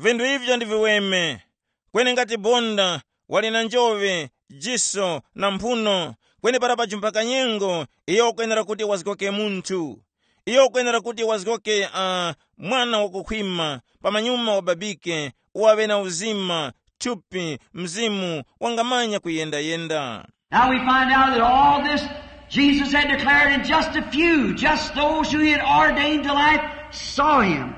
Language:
Tumbuka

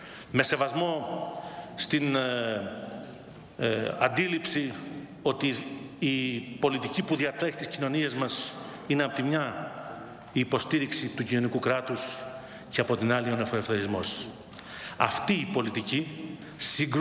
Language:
Greek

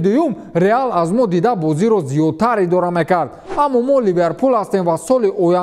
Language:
Tajik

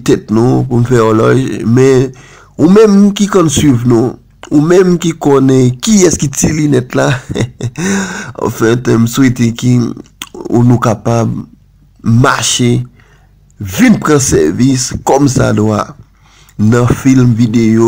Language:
Haitian Creole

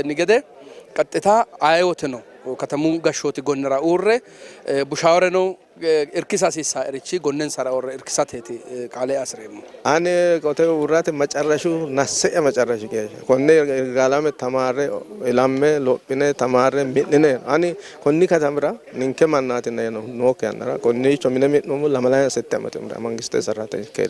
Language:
Sidamo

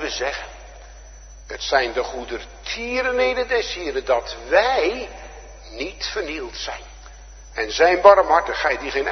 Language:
Dutch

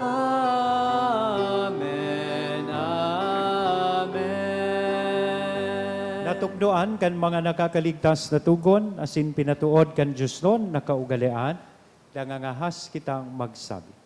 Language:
Bikol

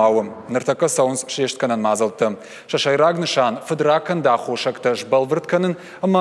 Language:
Ossetic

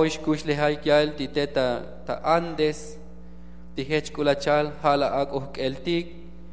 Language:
Tzotzil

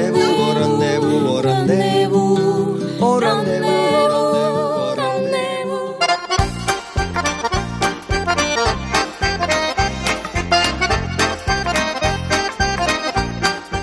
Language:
Estonian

